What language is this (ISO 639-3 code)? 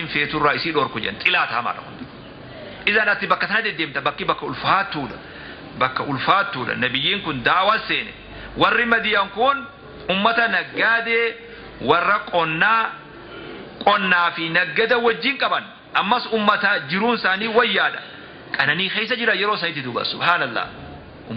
orm